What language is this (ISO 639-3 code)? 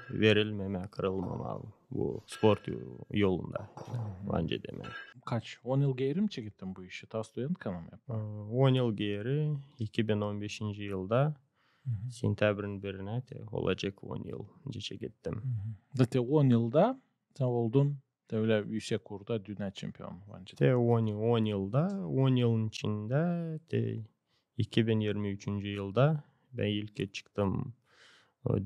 gag